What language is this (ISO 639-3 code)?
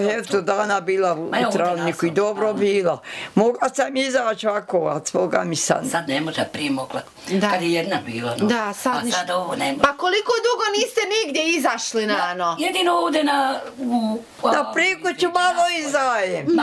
bos